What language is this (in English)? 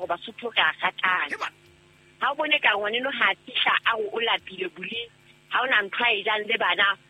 Southern Sotho